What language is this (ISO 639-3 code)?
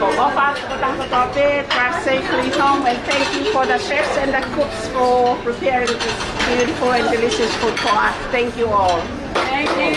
ton